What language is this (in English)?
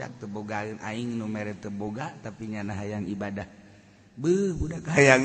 Sundanese